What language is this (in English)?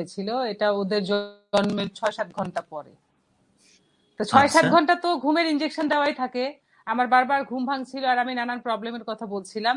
Bangla